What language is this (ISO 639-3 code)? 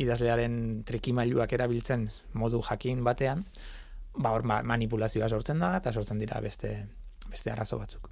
eus